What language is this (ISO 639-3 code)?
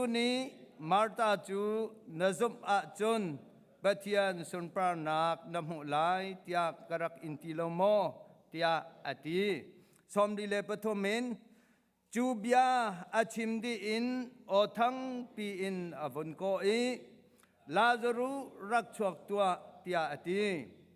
cnh